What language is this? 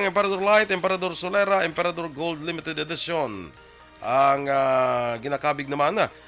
Hiligaynon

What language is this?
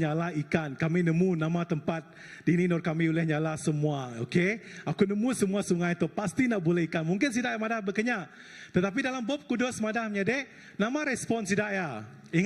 Iban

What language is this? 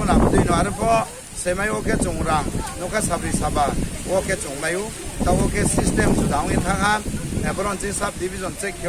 Riang (India)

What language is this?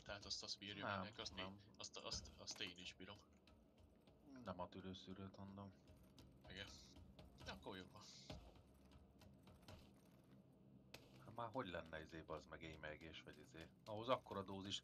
Hungarian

